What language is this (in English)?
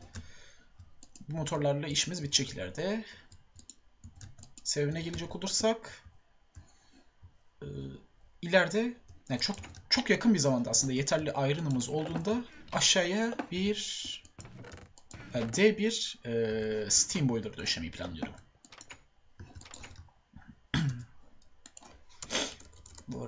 Turkish